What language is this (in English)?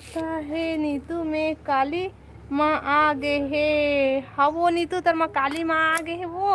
Chhattisgarhi